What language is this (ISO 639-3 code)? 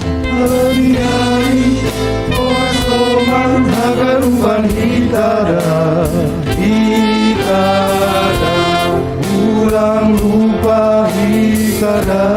bts